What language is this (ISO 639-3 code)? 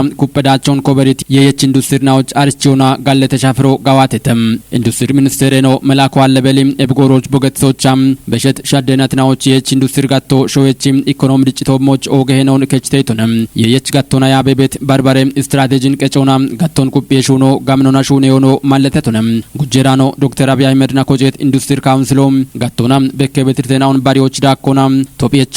kbr